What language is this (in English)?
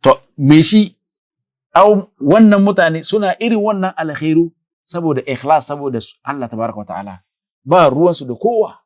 Hausa